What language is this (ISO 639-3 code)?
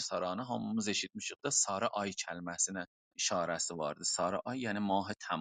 azb